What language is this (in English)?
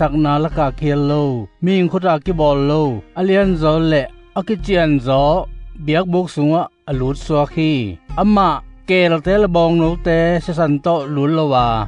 Tedim Chin